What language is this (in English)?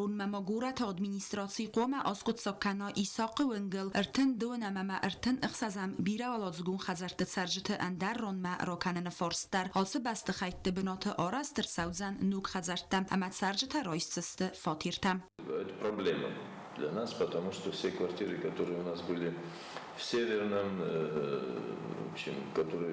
Ossetic